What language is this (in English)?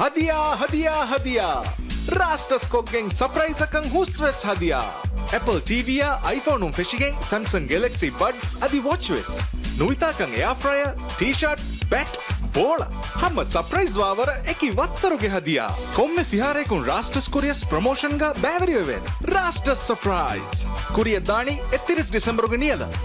Divehi